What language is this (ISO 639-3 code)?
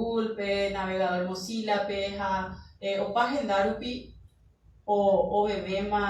grn